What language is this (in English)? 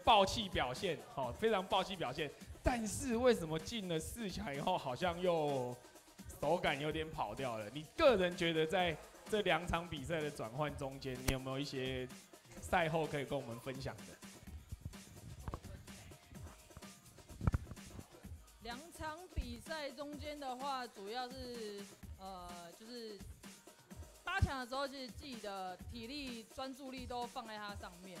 Chinese